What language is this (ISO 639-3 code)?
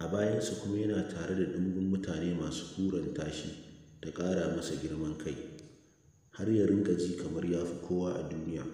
hau